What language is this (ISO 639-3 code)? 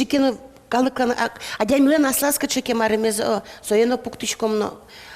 udm